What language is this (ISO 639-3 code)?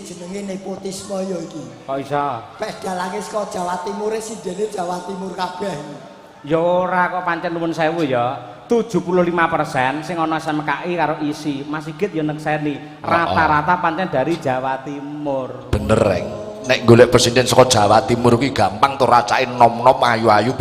jav